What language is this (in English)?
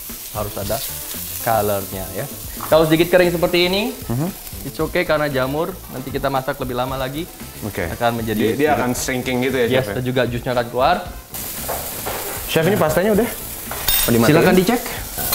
Indonesian